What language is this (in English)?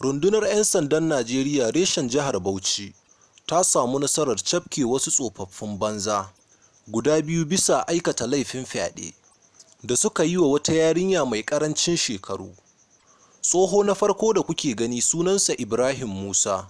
Hausa